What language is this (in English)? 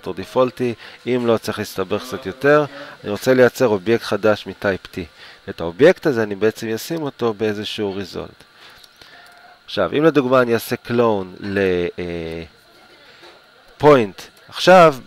Hebrew